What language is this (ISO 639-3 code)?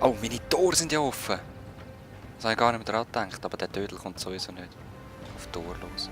gsw